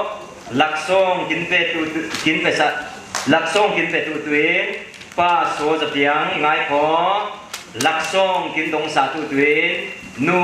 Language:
Falam Chin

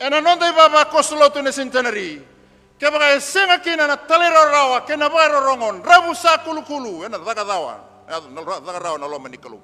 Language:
Fijian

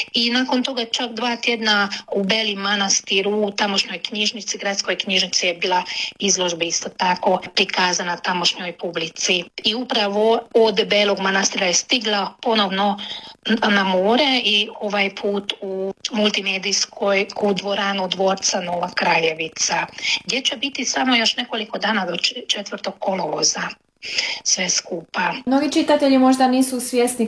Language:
Croatian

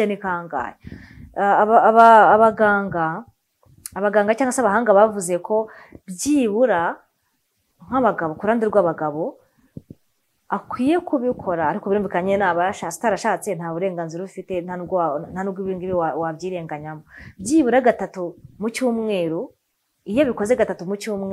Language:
Kinyarwanda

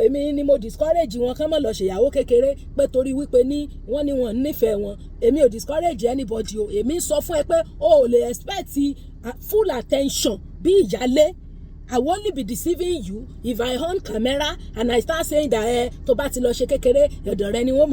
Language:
Yoruba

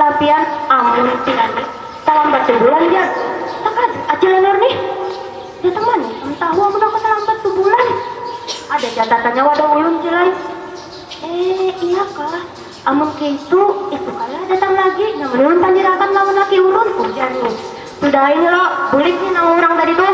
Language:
Banjar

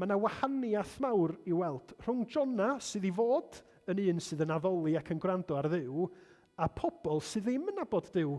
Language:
Welsh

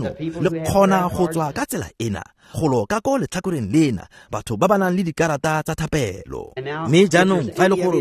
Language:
Tswana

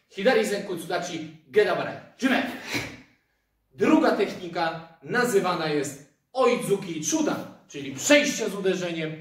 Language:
Polish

